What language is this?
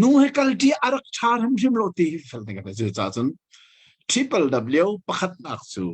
Hakha Chin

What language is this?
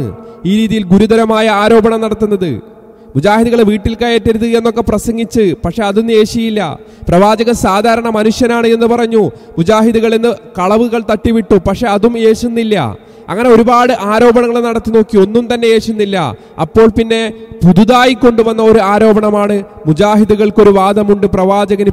Malayalam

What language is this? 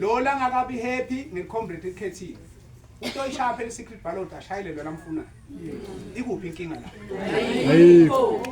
Zulu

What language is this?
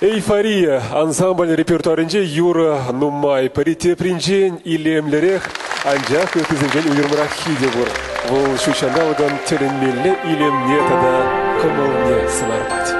Chuvash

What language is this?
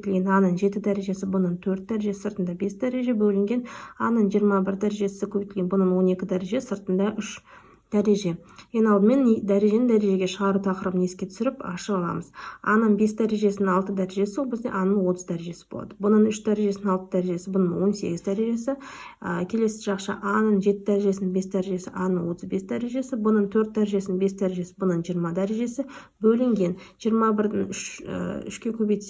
Kazakh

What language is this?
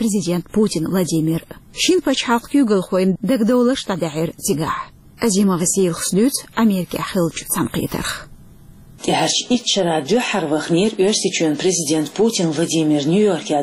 Chechen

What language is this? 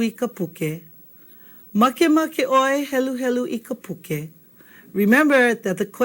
Hawaiian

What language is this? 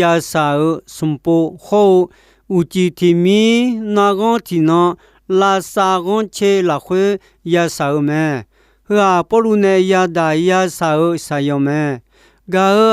Akha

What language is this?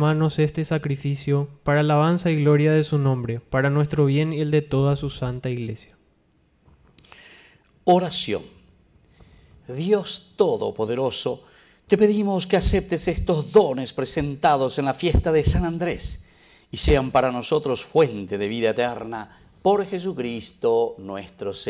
Spanish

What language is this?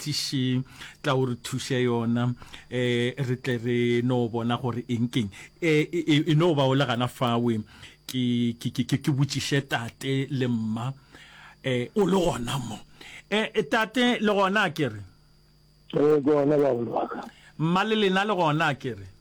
Northern Sotho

